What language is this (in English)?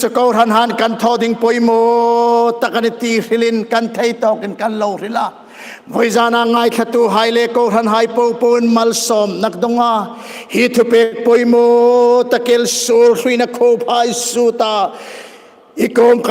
Hmar